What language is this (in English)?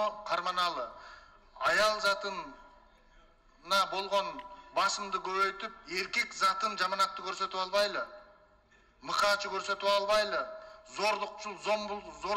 Kyrgyz